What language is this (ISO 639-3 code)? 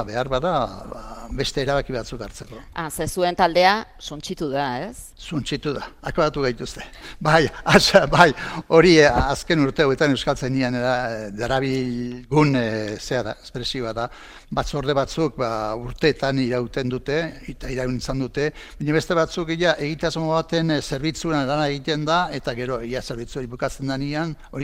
eus